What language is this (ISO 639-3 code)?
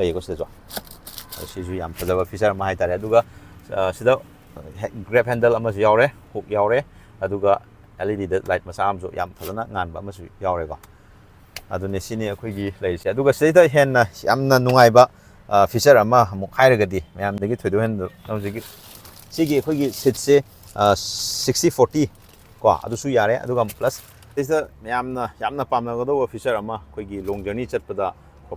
mni